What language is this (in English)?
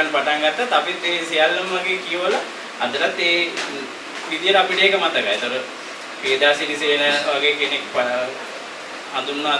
Sinhala